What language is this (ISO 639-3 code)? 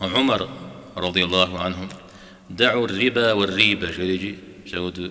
kbd